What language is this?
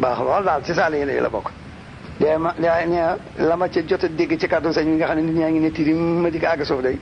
Wolof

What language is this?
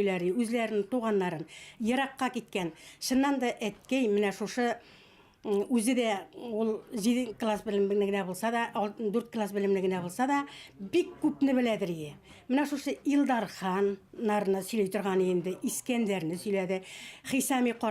Bashkir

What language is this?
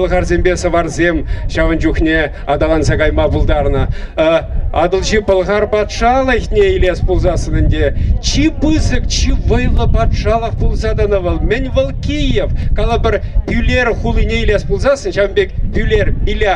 Chuvash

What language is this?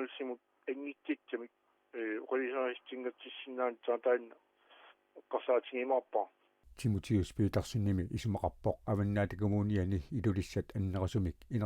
Kalaallisut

